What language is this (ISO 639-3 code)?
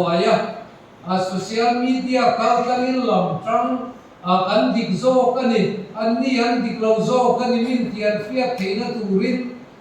lus